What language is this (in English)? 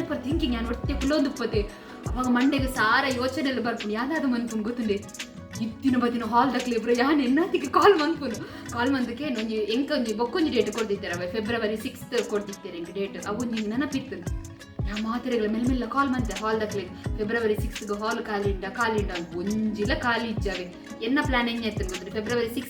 Tulu